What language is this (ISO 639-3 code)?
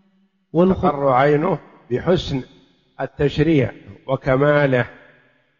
ara